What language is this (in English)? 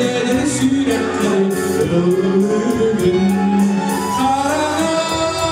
Yakut